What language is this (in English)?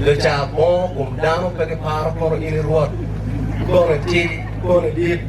Acoli